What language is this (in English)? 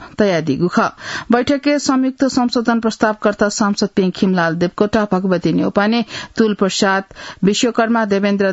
Newari